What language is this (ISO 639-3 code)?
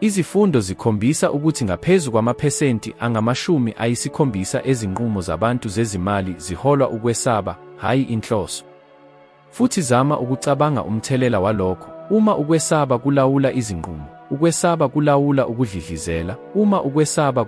zul